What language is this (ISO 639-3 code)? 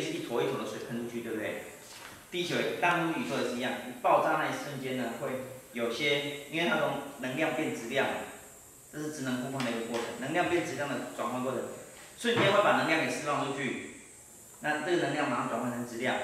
zho